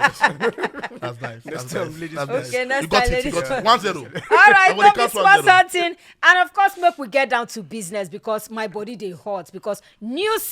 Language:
Nigerian Pidgin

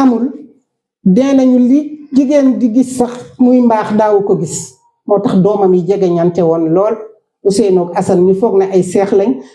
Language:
Wolof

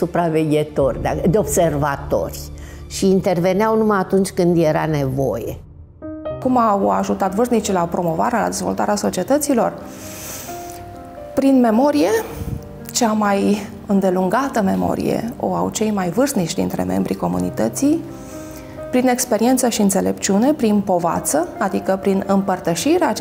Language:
Romanian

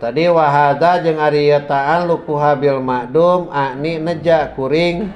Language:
Sundanese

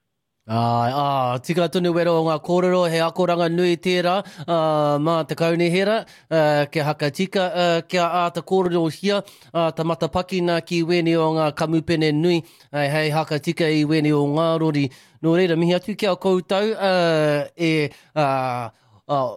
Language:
Māori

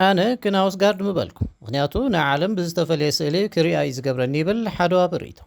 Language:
Tigrinya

